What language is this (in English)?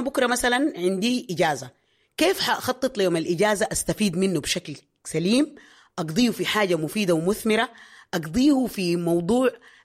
Sudanese Arabic